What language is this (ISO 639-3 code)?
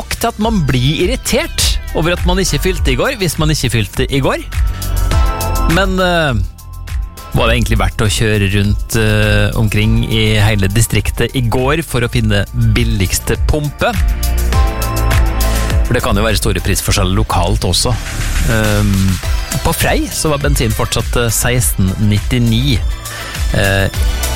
nor